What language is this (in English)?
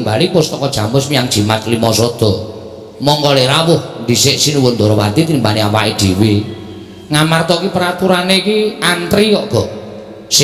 Javanese